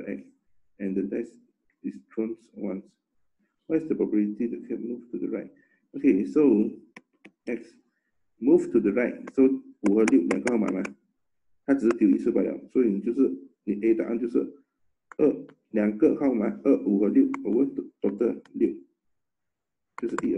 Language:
Chinese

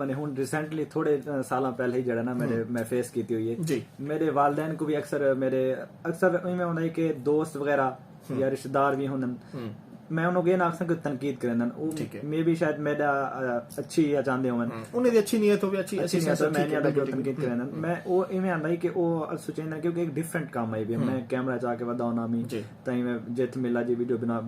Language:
Saraiki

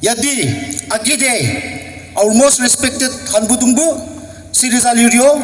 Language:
Naga Pidgin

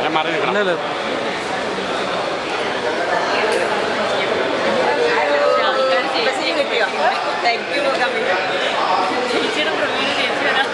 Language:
Malayalam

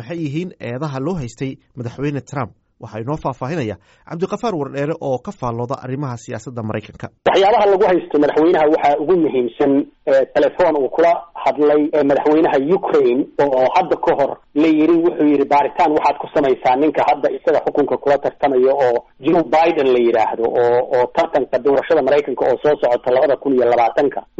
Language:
Somali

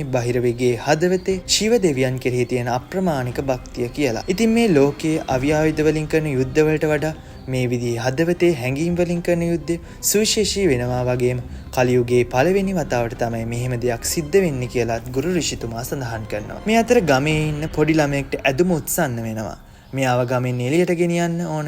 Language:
Sinhala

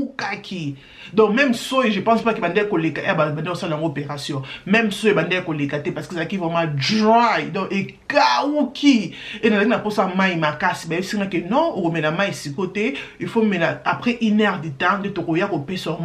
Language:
Lingala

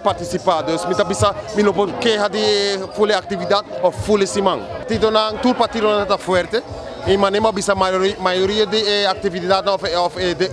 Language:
Papiamento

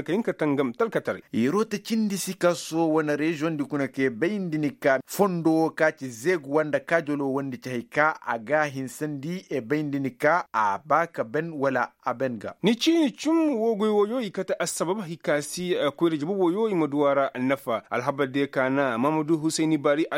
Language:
Koyraboro Senni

